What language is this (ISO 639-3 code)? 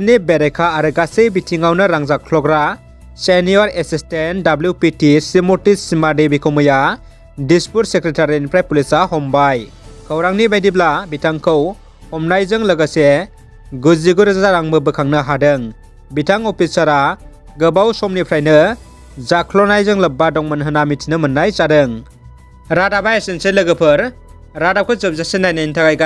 brx